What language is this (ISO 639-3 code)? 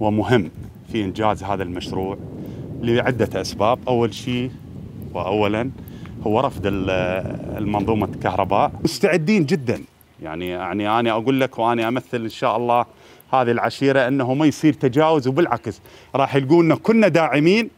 acm